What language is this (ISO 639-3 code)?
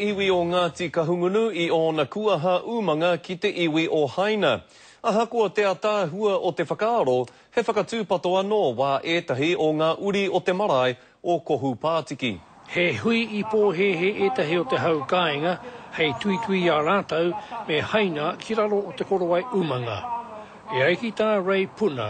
mri